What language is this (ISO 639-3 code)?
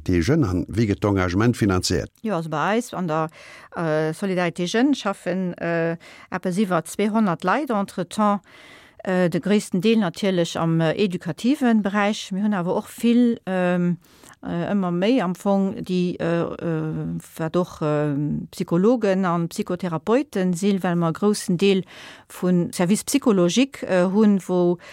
ltz